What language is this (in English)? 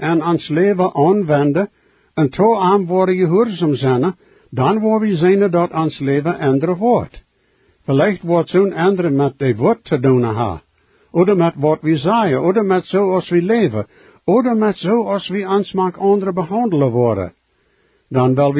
Plautdietsch